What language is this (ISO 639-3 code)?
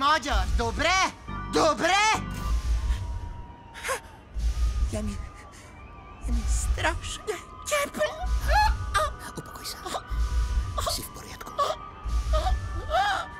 slk